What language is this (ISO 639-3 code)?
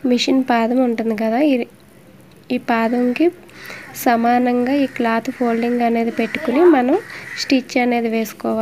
tel